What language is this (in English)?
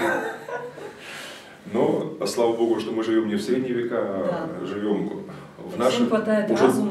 Russian